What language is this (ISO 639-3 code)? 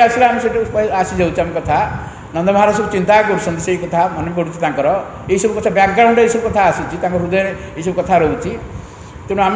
ori